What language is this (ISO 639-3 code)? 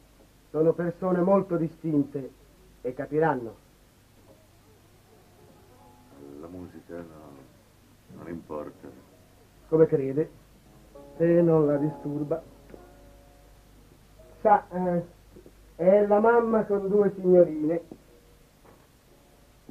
ita